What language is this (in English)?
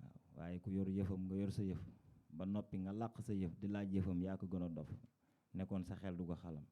Wolof